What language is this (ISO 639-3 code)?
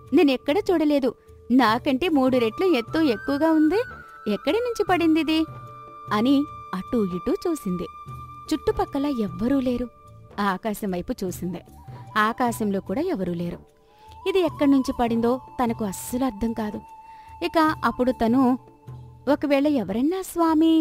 tel